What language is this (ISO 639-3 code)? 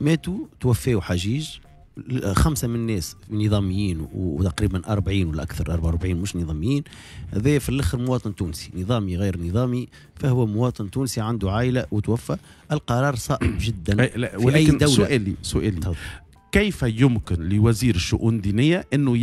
aeb